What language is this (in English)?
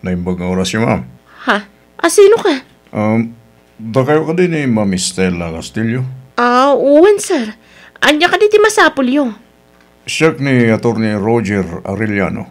Iloko